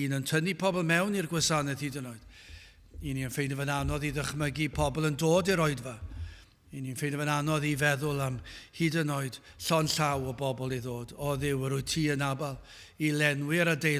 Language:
Welsh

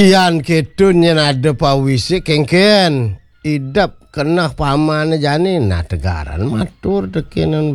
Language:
Balinese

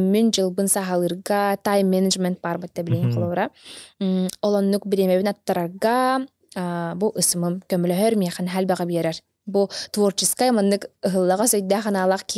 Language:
Yakut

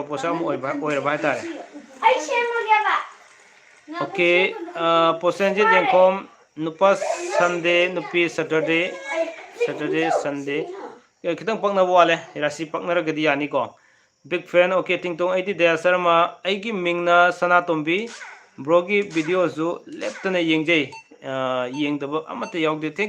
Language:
Manipuri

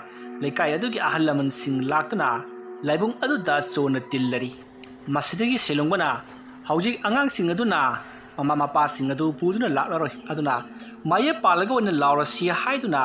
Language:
Manipuri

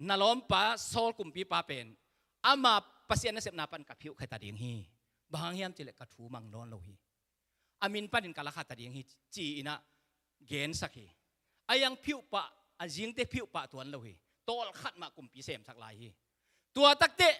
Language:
Tedim Chin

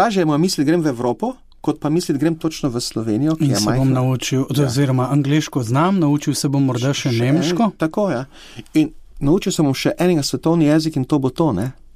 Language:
Slovenian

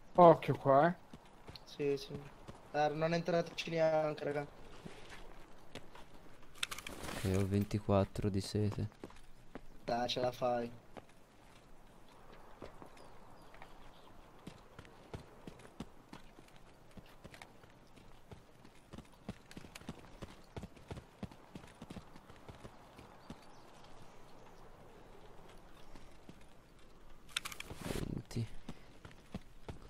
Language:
Italian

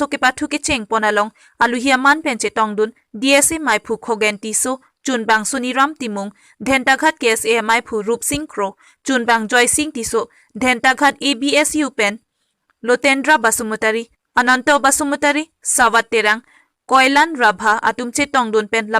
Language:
Karbi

